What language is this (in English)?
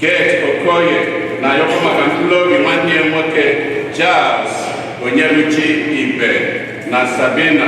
Igbo